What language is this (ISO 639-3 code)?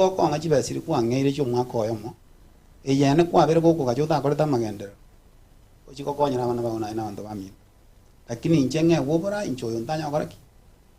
guz